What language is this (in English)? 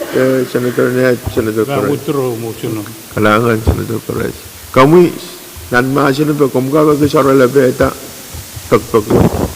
Pohnpeian